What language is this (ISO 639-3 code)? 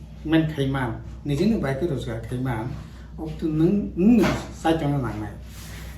trp